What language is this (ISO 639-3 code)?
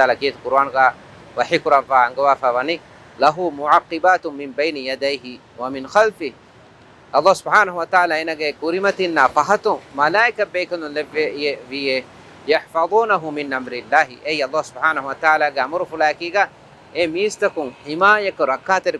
div